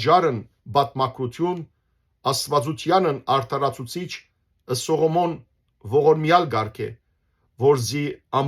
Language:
Western Armenian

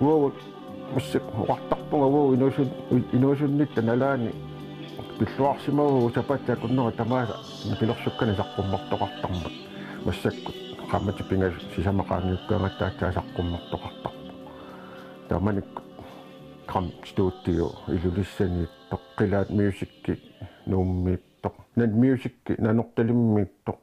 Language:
Kalaallisut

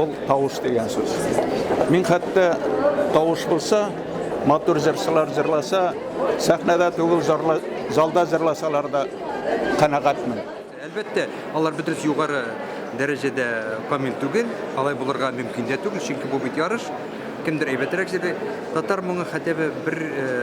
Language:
Tatar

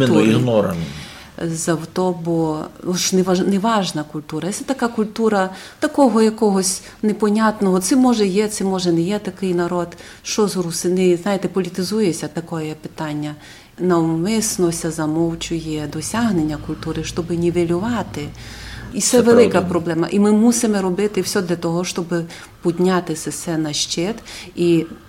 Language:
Rusyn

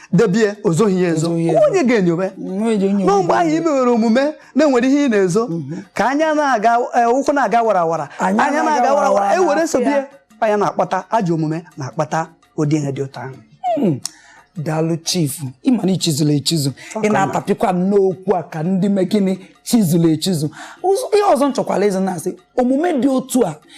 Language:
Igbo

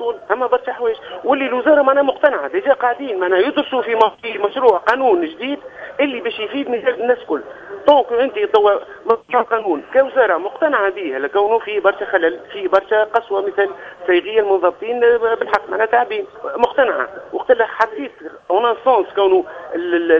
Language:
Tunisian Arabic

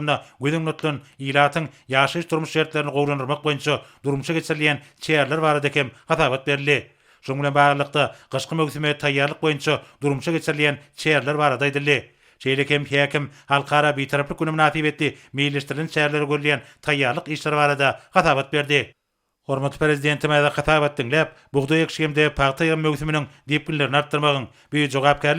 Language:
Turkmen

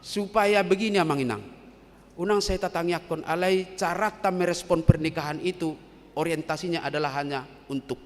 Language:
Batak Toba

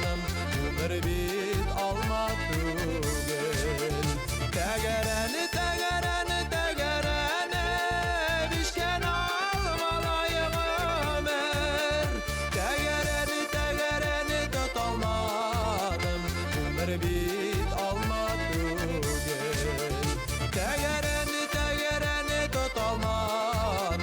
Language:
Bashkir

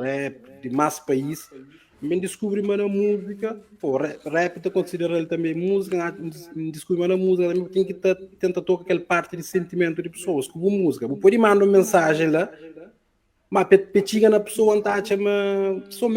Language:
Kabuverdianu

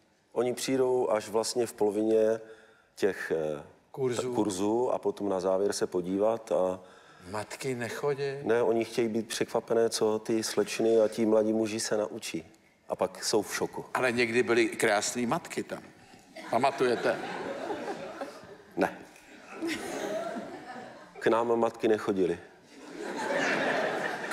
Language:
Czech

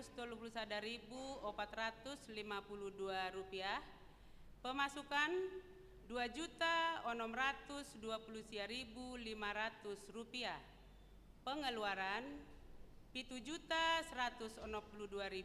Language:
Batak Simalungun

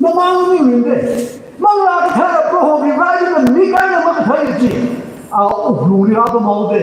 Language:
Tangkhul Naga (India)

